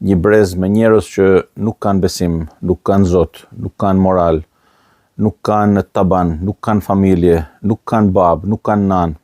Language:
Albanian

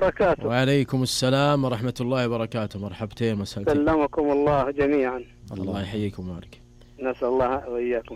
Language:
Najdi Arabic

